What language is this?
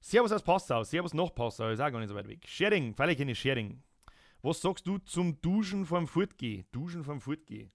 Bavarian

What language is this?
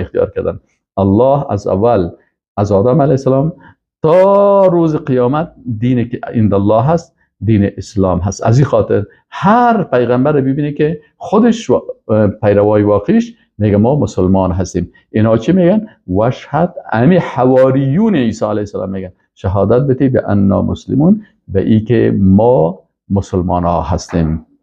Persian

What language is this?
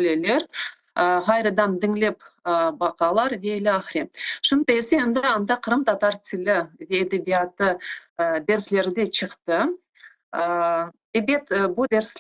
Crimean Tatar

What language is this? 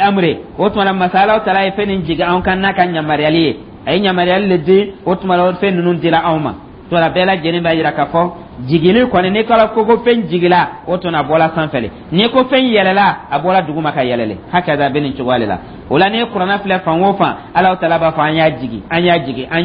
Dyula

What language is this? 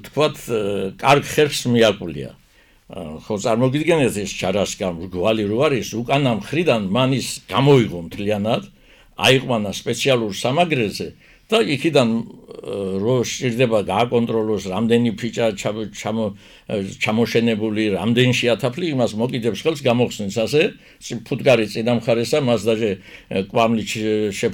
Georgian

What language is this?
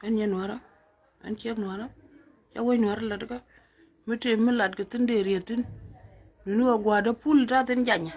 Nuer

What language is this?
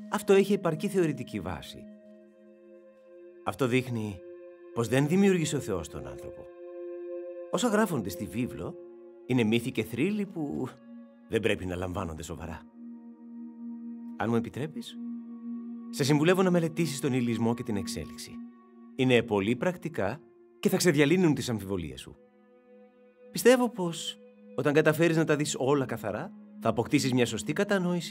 Greek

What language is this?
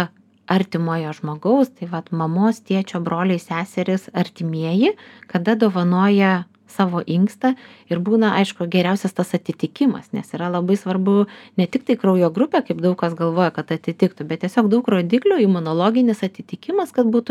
Lithuanian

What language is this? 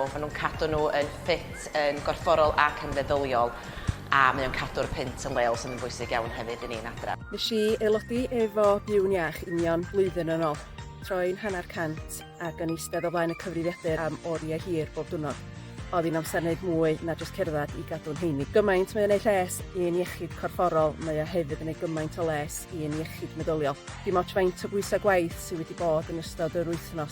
Welsh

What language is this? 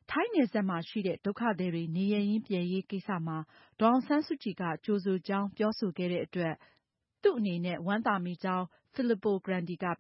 Burmese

